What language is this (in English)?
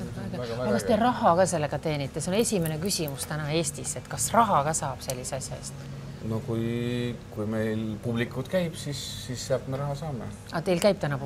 Estonian